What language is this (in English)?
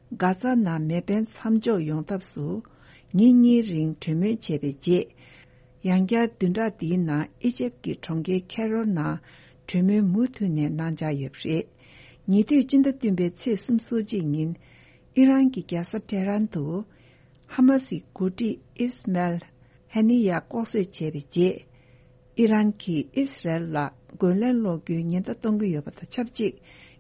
Tibetan